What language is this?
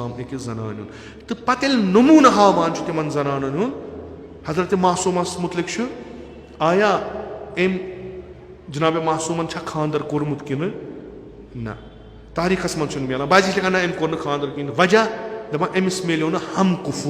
Kashmiri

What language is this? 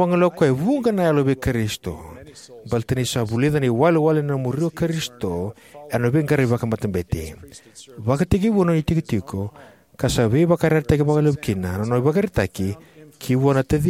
Fijian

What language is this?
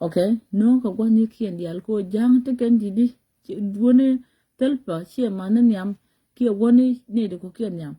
Nuer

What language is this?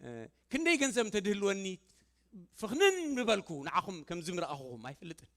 Tigrinya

